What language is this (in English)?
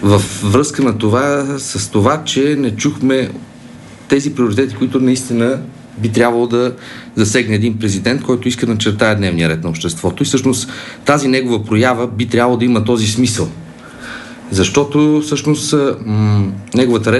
Bulgarian